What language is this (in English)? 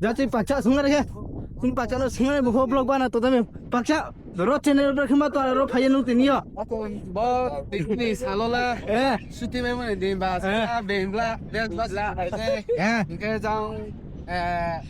Riang (India)